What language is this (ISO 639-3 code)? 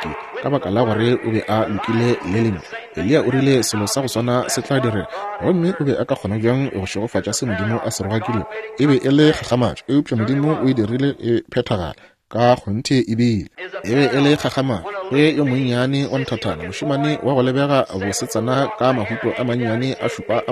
nso